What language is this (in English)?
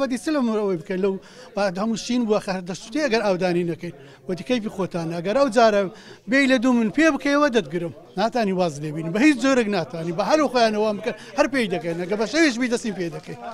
Central Kurdish